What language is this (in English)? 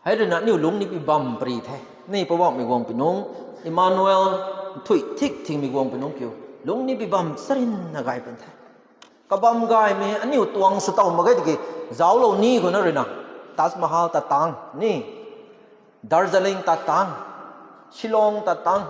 Rongmei Naga